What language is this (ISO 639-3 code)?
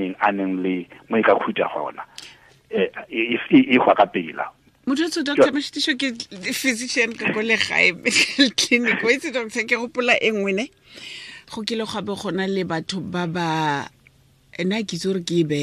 tsn